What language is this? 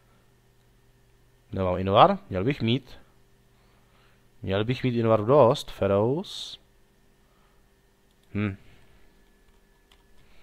Czech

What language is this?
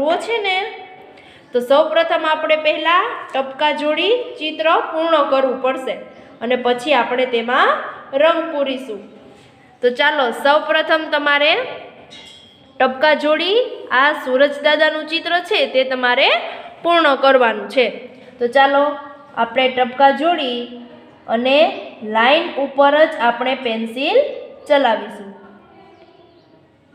Gujarati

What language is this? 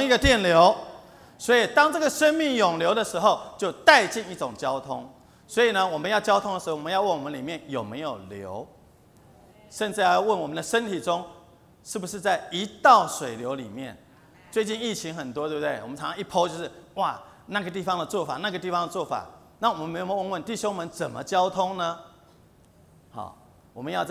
Chinese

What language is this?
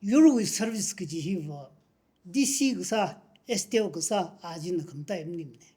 Tangkhul Naga (India)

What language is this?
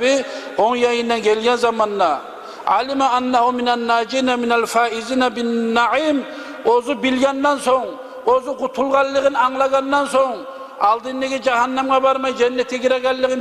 Kumyk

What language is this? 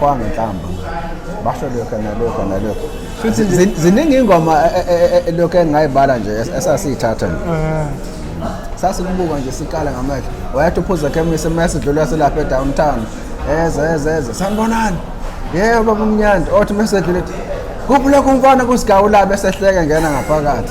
Zulu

